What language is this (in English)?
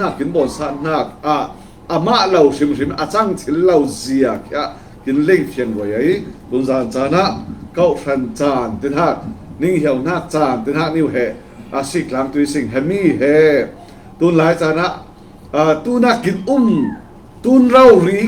Falam Chin